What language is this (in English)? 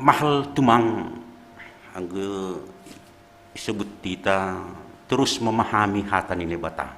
Batak Simalungun